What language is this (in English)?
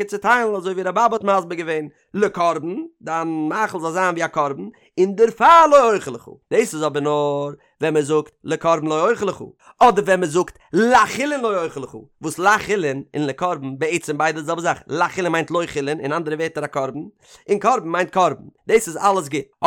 Yiddish